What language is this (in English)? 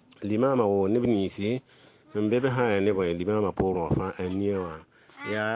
Mossi